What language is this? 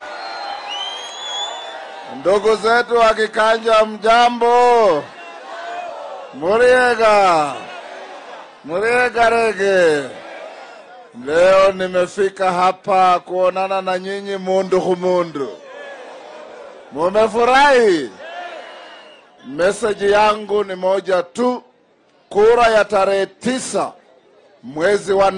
Swahili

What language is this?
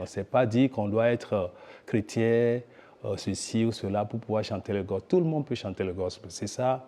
Luxembourgish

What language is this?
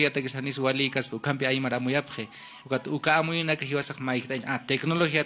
Aymara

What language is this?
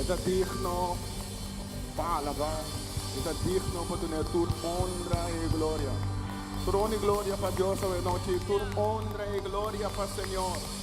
Papiamento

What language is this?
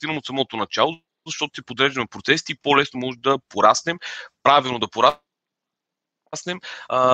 Bulgarian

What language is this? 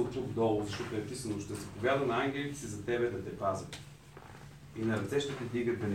Bulgarian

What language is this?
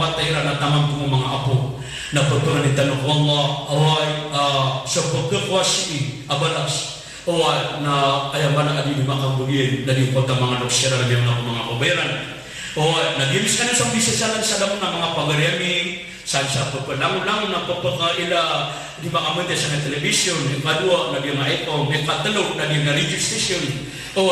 Maranao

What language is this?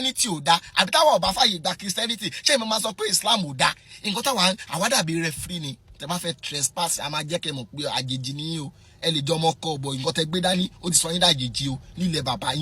Yoruba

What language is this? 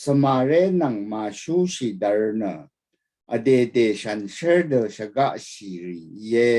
Rawang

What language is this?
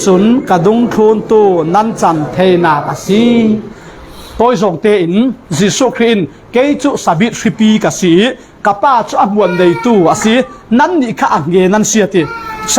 Falam Chin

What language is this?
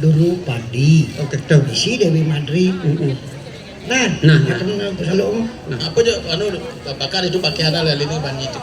Balinese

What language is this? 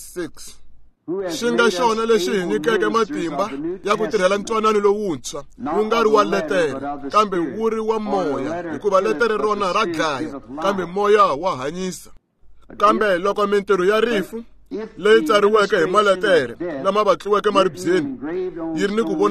Tsonga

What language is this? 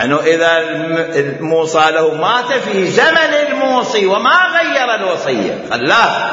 Mesopotamian Arabic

